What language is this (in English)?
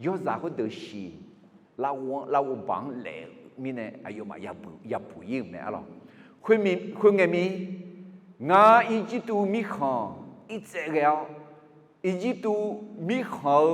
Akha